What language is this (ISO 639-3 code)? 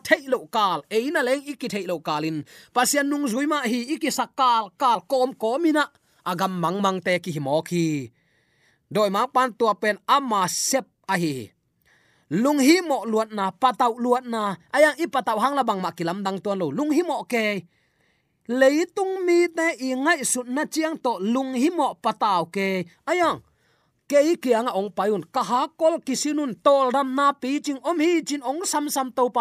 ctd